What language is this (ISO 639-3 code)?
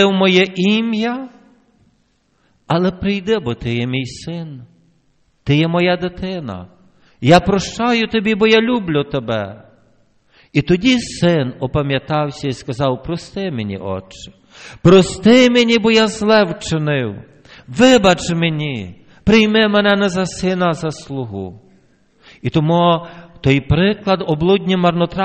ukr